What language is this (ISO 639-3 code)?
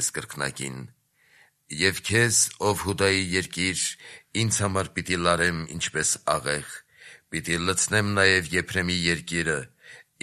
hye